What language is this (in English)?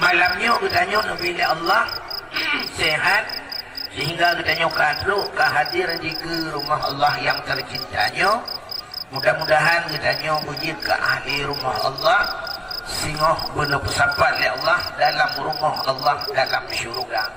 Achinese